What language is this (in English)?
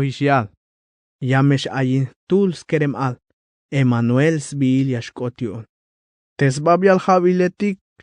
Tzeltal